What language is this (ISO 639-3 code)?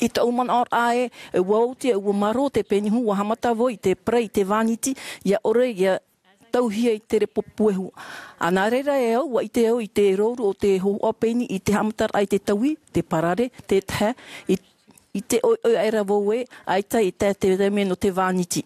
tah